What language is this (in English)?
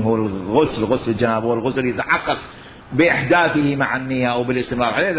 Mesopotamian Arabic